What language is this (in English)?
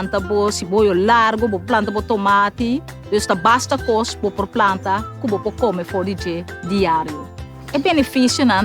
Papiamento